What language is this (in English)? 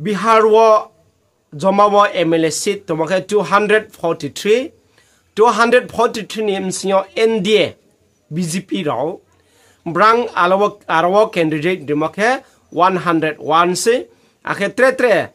Riang (India)